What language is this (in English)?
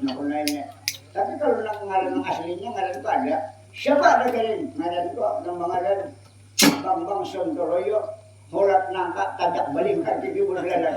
Banjar